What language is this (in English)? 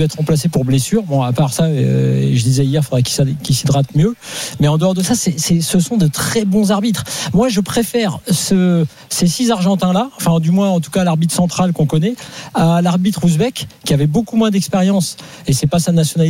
French